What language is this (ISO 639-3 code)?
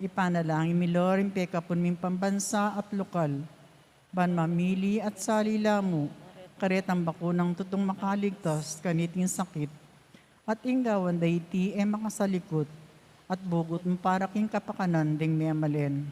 pam